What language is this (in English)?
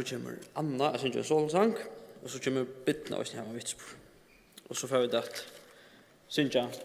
Faroese